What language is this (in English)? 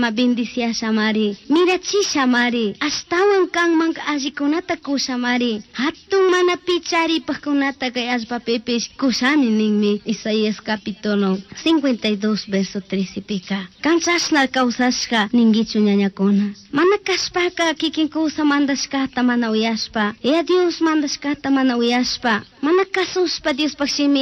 Chimborazo Highland Quichua